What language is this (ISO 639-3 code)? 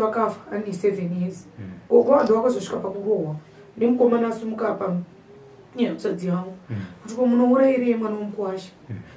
sna